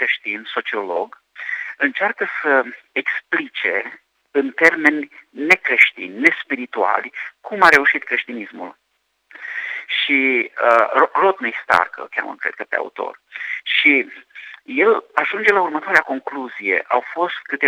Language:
Romanian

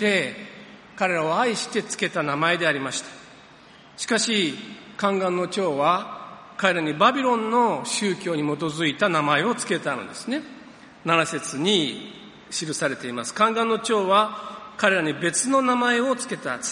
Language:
Japanese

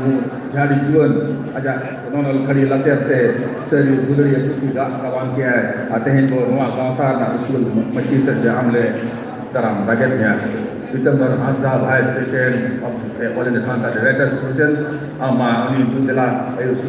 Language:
Santali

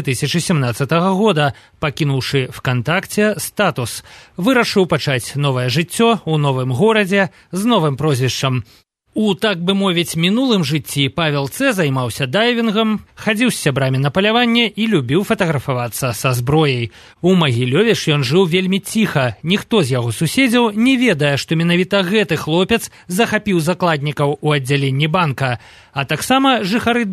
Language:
Belarusian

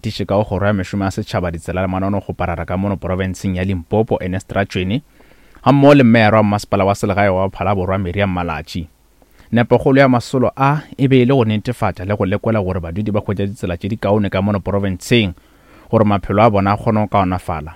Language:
Northern Sotho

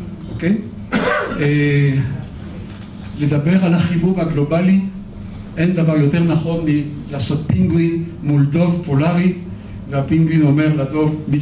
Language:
Hebrew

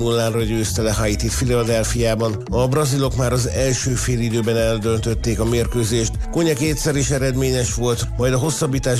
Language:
Hungarian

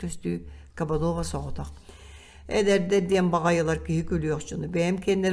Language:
Yakut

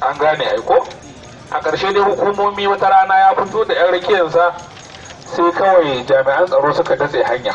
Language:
Hausa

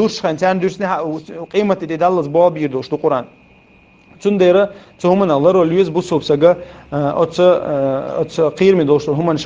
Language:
Chechen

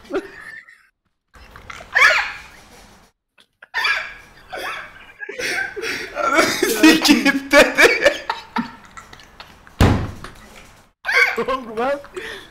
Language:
Turkish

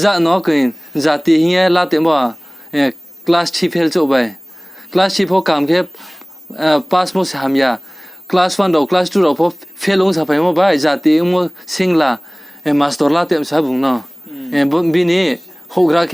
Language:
Riang (India)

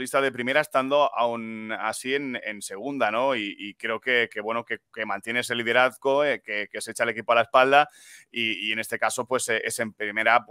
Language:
Spanish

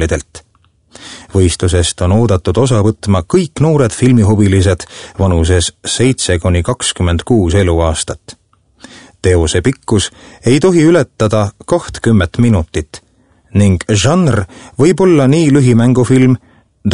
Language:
Estonian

